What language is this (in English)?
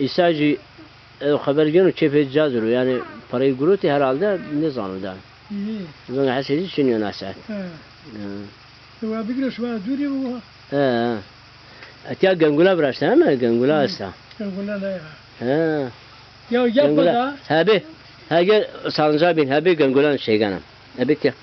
Zaza